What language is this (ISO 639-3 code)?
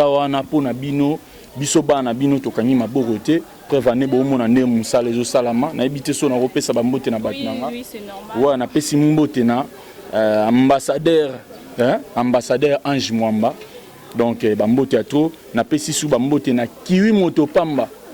lin